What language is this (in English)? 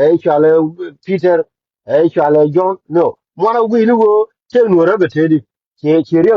Nuer